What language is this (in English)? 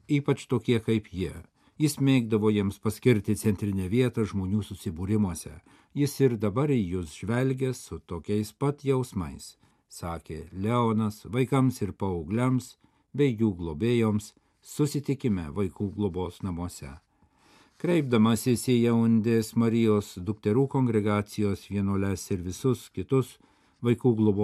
Lithuanian